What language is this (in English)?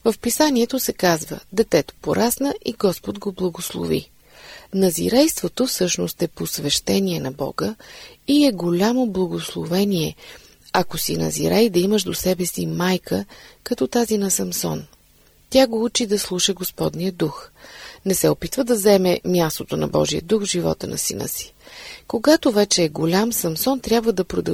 Bulgarian